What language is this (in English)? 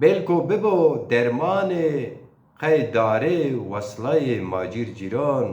Zaza